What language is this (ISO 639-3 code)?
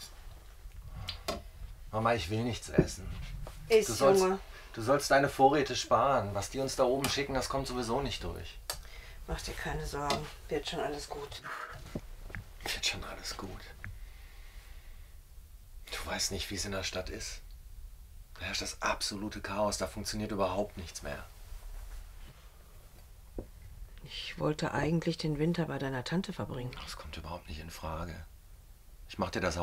deu